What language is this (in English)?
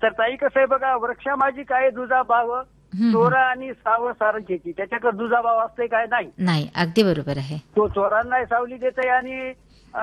Marathi